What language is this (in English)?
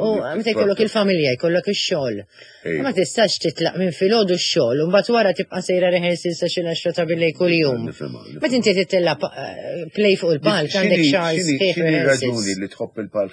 Maltese